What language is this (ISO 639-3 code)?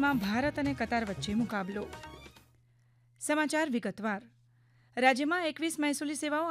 guj